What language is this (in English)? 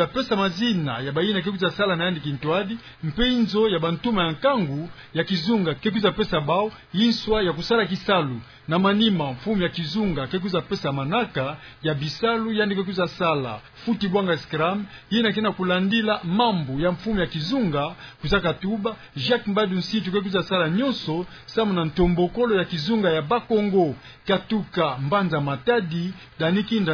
Kituba (Democratic Republic of Congo)